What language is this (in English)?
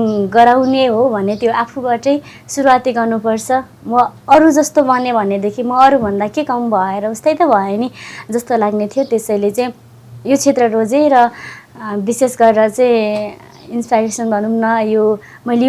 Nepali